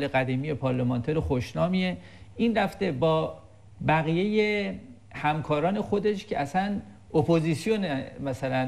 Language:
Persian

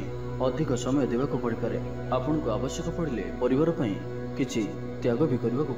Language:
Odia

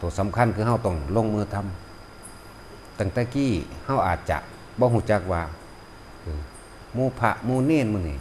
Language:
Northeastern Thai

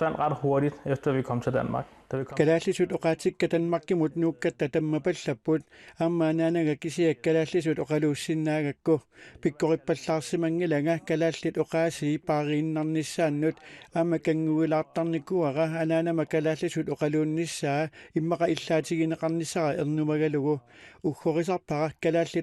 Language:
Kalaallisut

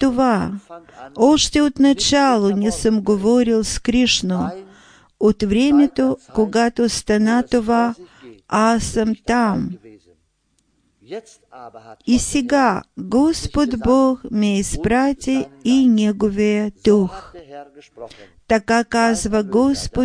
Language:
Bulgarian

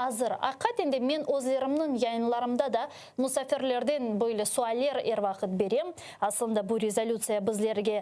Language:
Crimean Tatar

